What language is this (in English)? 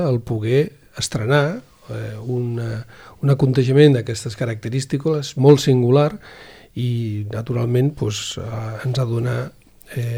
Catalan